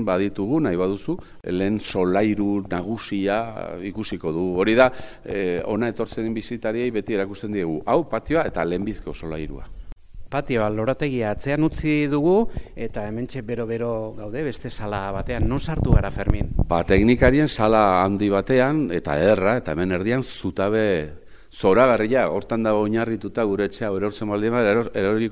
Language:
Basque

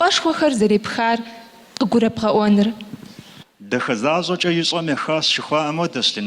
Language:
Kabardian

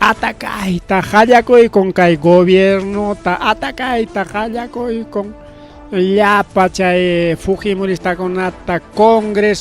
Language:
Ayacucho Quechua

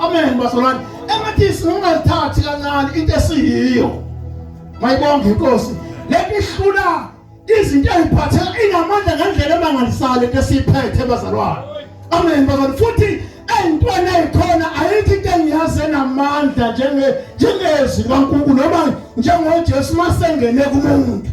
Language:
Zulu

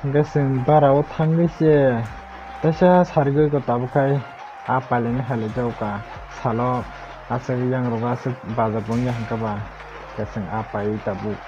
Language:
Kok Borok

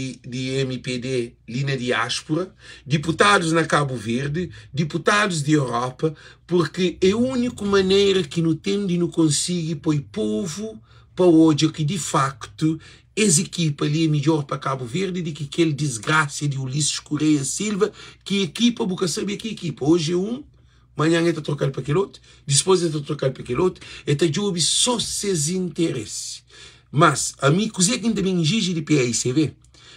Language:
Kabuverdianu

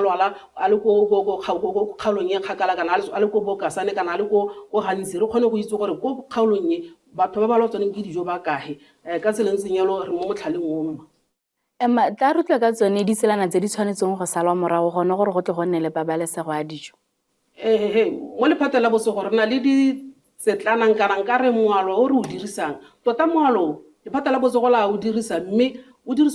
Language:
Tswana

